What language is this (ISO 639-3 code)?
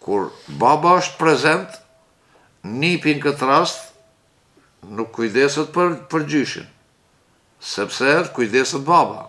sqi